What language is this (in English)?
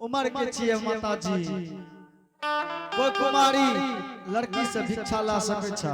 Angika